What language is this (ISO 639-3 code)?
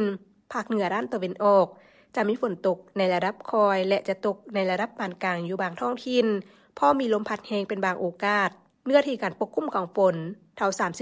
lao